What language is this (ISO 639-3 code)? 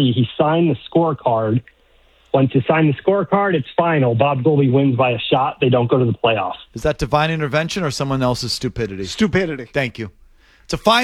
eng